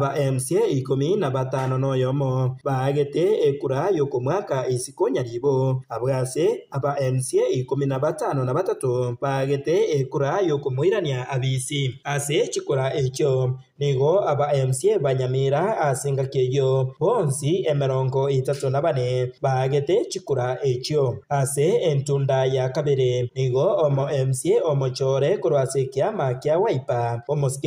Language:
Gusii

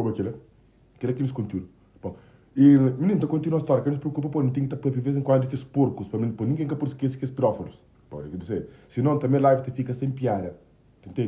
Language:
Kabuverdianu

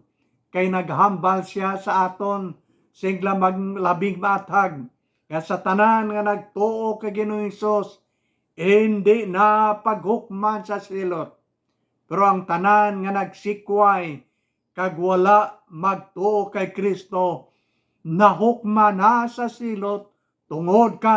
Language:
Hiligaynon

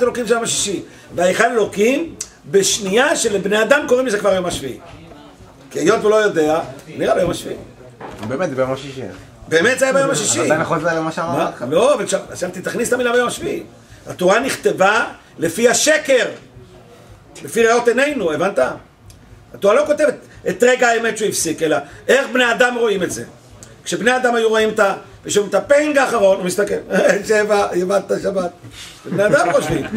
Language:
Hebrew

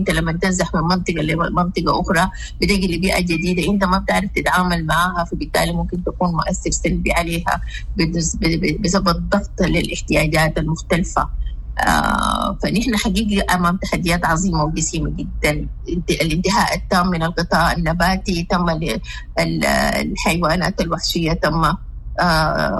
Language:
Sudanese Arabic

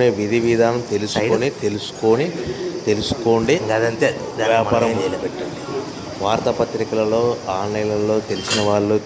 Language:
Telugu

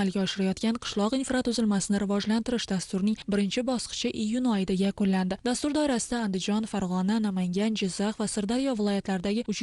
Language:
Uzbek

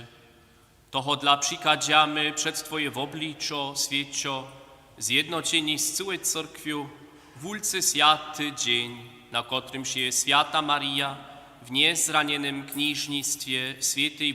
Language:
Upper Sorbian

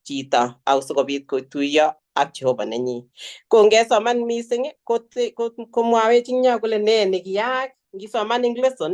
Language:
Kalenjin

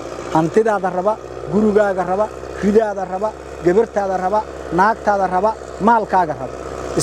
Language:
Somali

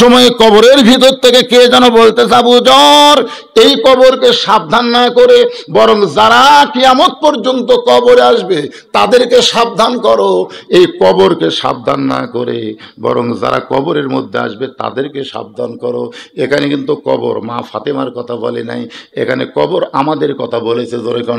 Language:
Bangla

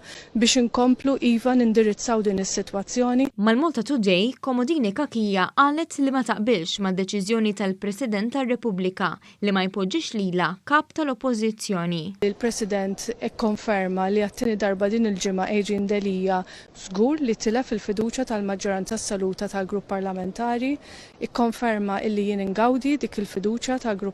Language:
Maltese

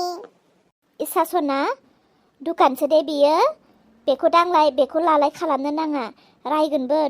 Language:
Bodo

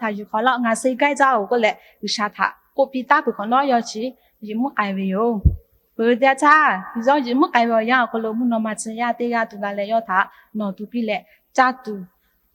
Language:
Lahu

